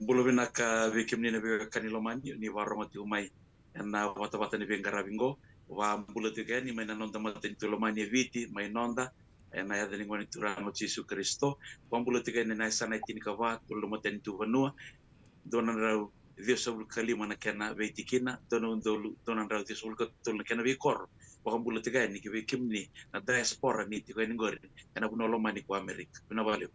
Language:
Fijian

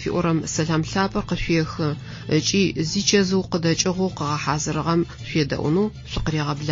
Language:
Adyghe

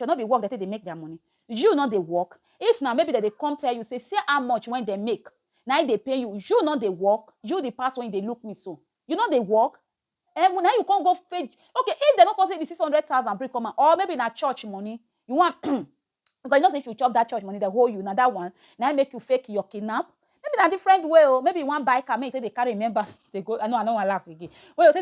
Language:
Nigerian Pidgin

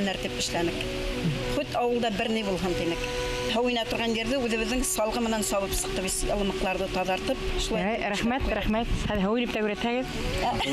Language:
Bashkir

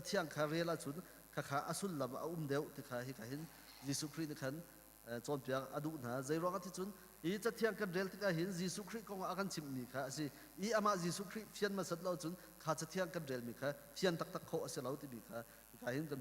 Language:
Hakha Chin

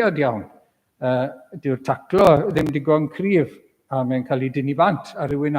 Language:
Welsh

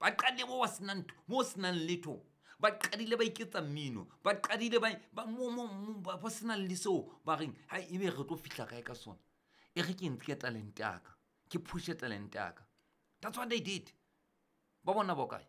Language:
Southern Sotho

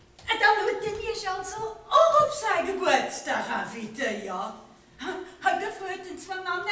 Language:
Luxembourgish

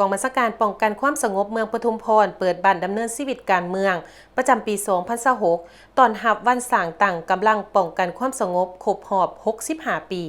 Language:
Lao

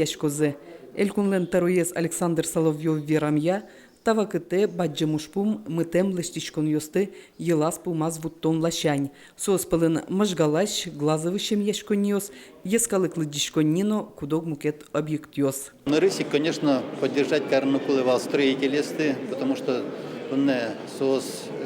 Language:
Udmurt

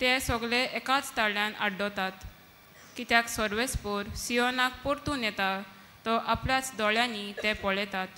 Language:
Konkani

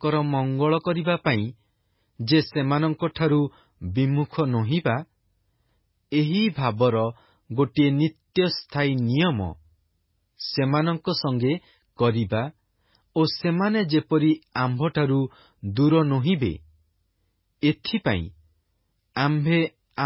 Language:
Odia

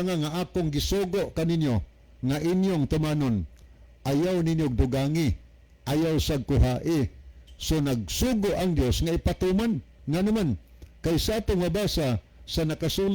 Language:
Cebuano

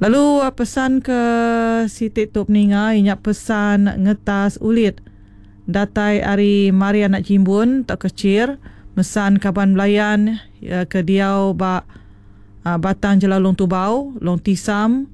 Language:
Iban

